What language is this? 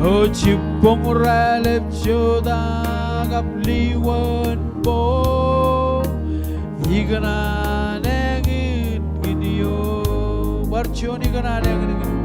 Marshallese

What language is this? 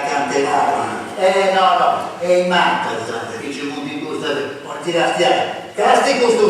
Sardinian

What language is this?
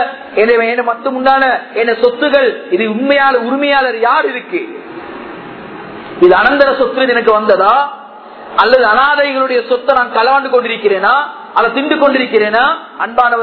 Tamil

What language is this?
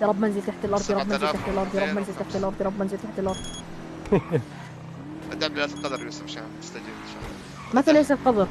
North Levantine Arabic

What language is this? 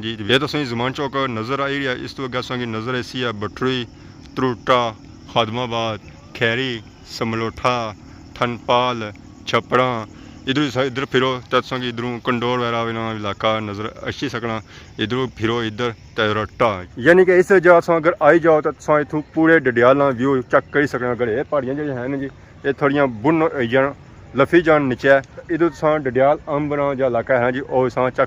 Pahari-Potwari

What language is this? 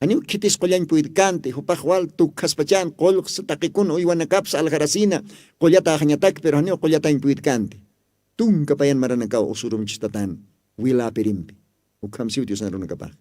Aymara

